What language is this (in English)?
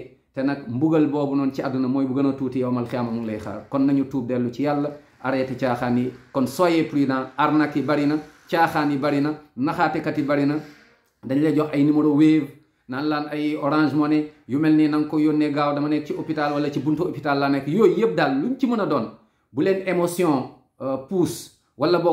Wolof